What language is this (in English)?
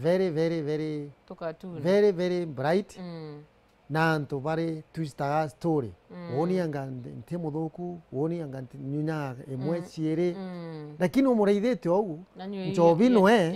Meru